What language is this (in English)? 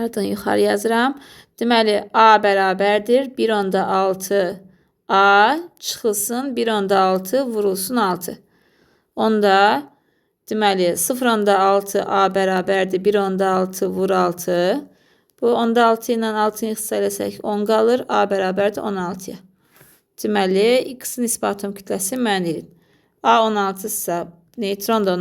Azerbaijani